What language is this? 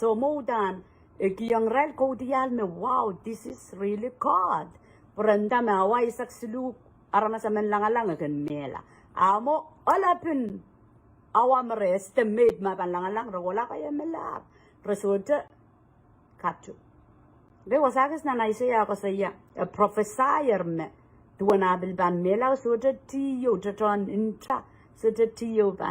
Pohnpeian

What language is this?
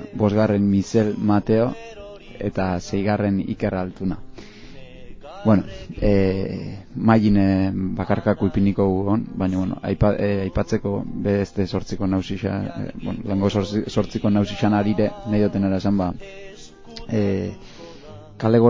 Basque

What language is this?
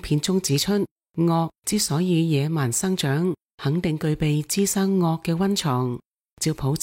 Cantonese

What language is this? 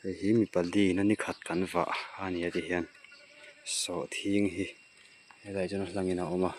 Mizo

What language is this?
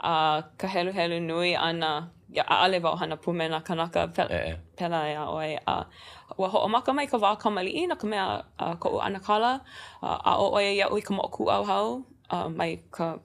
Hawaiian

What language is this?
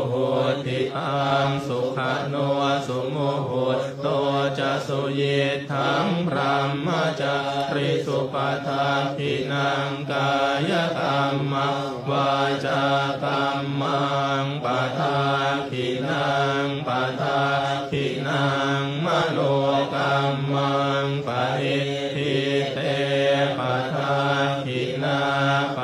Pali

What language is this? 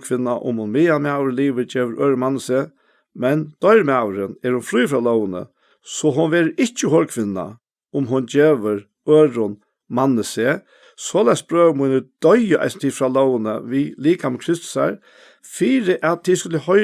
Faroese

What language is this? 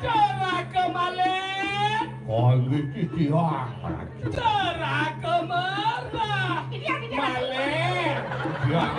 Balinese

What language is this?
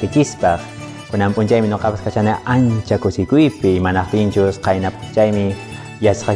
Quechua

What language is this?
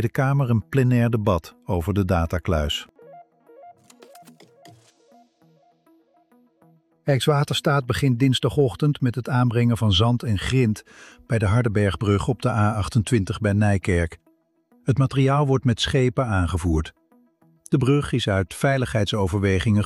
Dutch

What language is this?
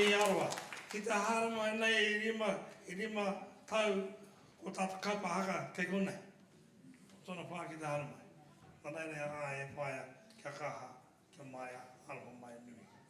Māori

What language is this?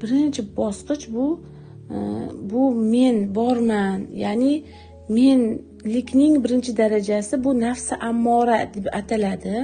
Uzbek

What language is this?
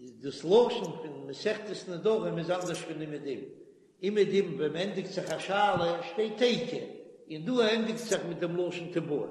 Yiddish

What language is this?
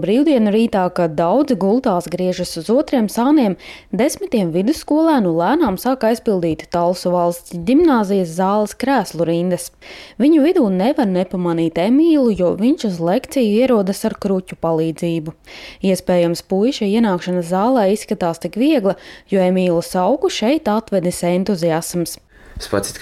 Latvian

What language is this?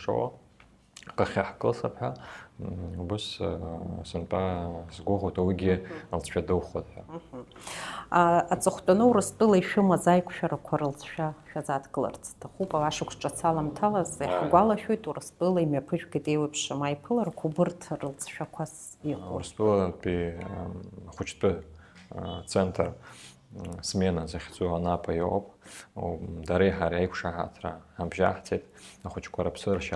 Abkhazian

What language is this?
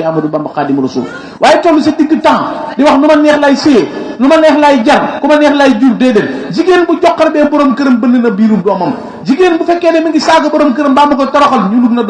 Wolof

